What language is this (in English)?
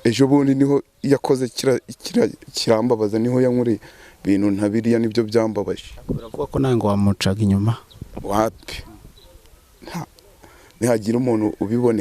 Kinyarwanda